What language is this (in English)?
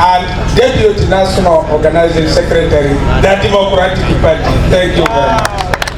Acoli